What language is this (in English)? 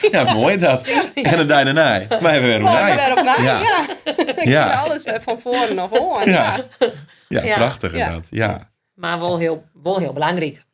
Western Frisian